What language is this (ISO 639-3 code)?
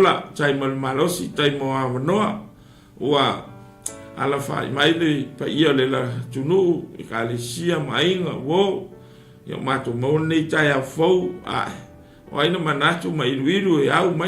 smo